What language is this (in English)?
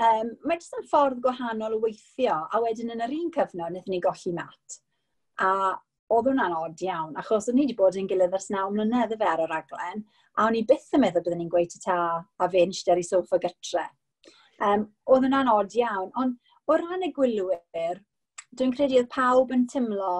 Welsh